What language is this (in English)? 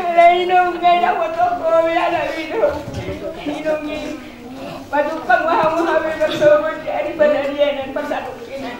Batak Toba